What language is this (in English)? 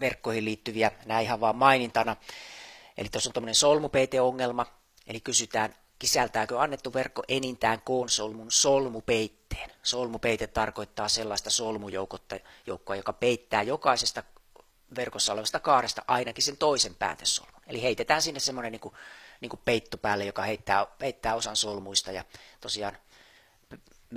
Finnish